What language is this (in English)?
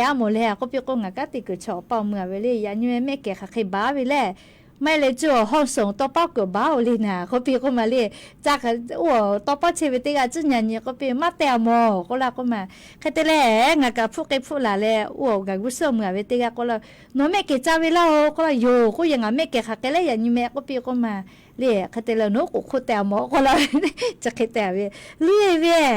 Lahu